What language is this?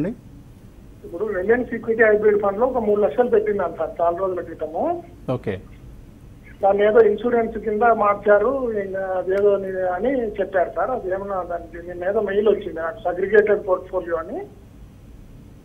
Telugu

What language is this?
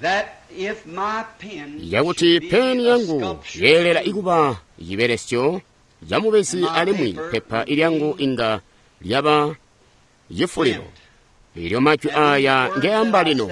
Tonga (Zambia)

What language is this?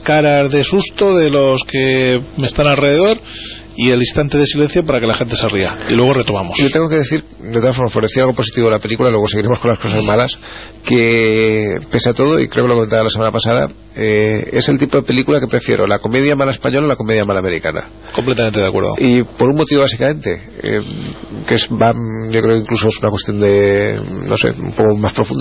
Spanish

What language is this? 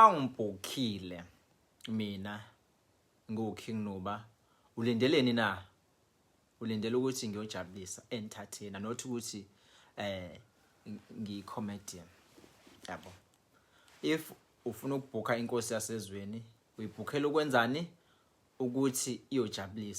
Zulu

